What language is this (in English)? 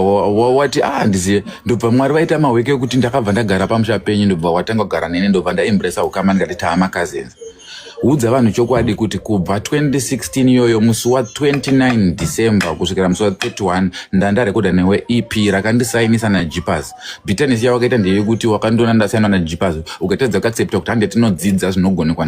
Shona